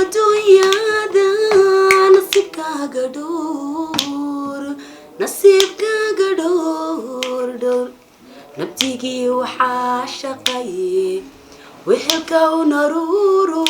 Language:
Somali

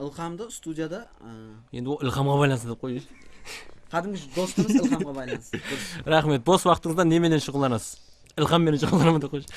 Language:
Kara-Kalpak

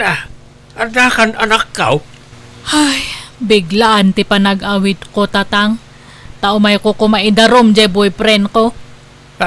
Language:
Iloko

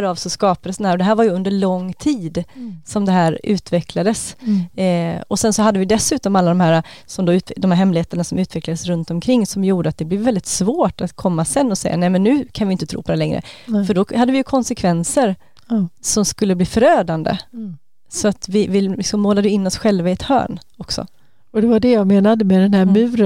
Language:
Swedish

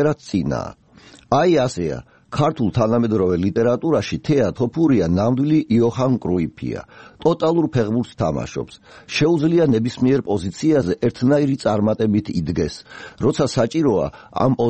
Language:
Georgian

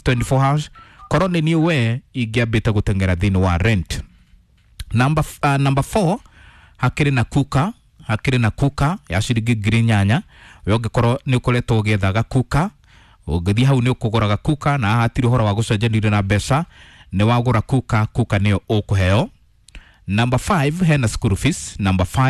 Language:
Kikuyu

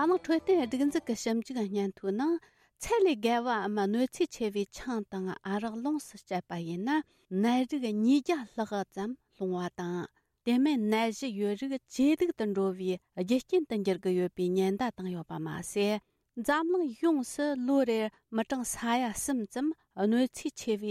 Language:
Tibetan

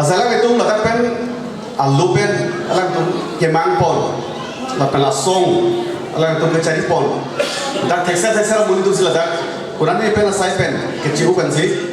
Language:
Karbi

